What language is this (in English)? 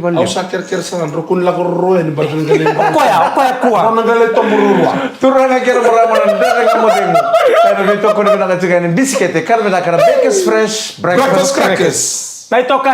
Fijian